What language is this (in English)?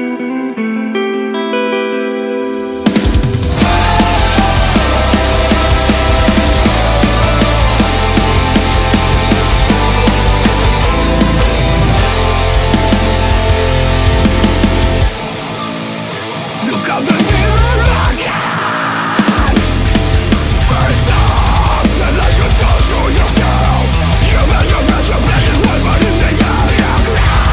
Basque